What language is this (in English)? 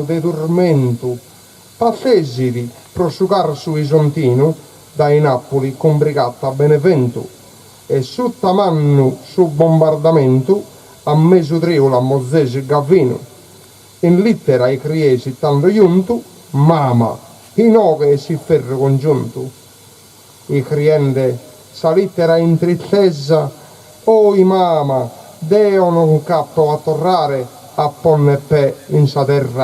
Sardinian